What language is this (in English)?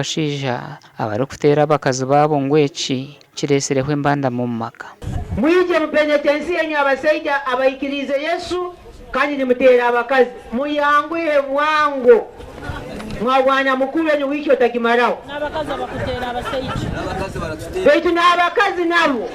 Nyankole